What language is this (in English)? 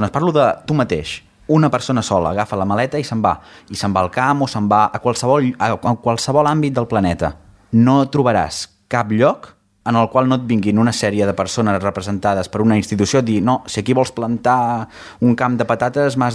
Catalan